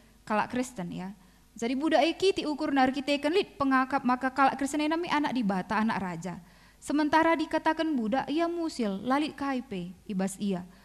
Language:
Batak Karo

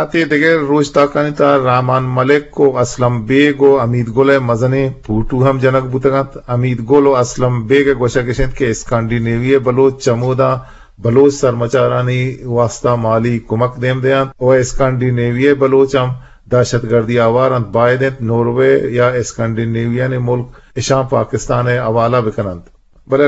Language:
Eastern Balochi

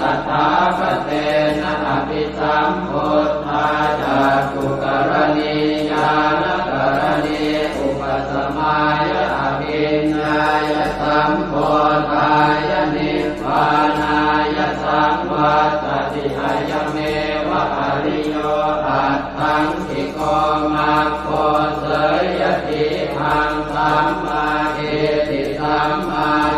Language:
Pali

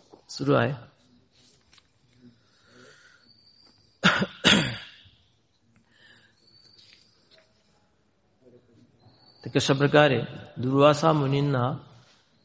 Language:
Marathi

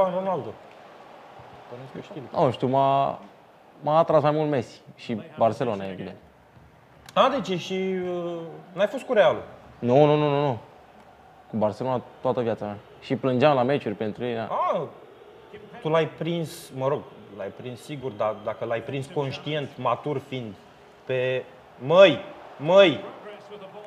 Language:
Romanian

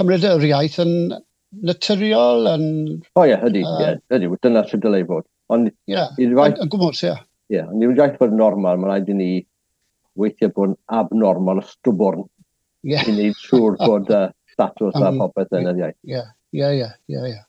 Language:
Welsh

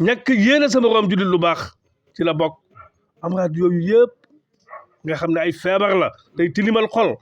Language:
Wolof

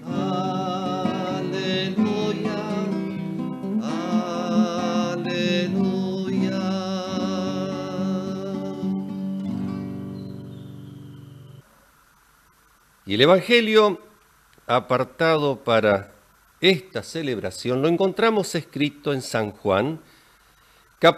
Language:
Spanish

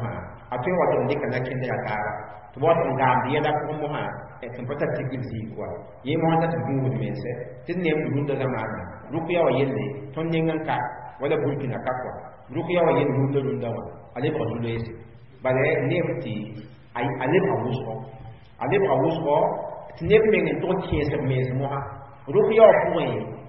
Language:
Mossi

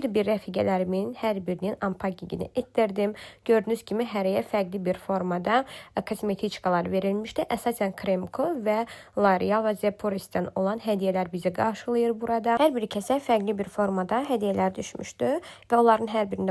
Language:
Azerbaijani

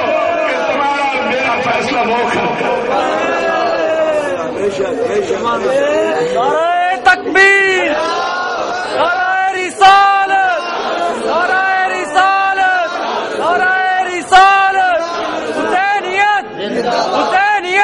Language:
Urdu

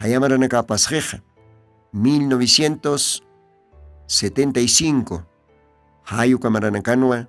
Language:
Aymara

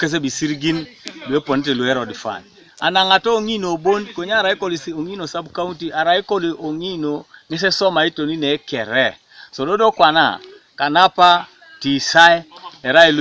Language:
Teso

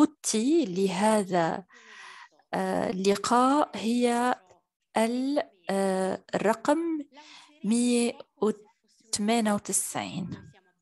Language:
Arabic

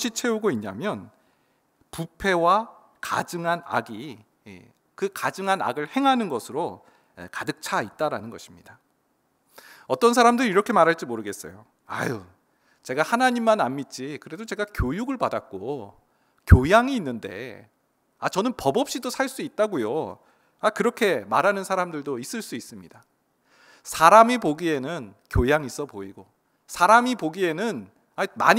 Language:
Korean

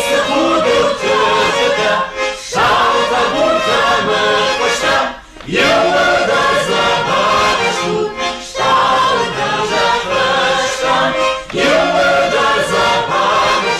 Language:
Ossetic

